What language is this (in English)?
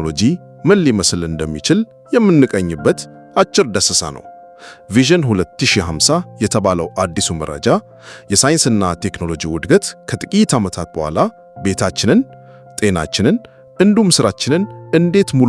Amharic